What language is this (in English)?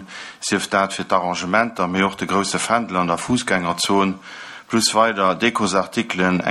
Luxembourgish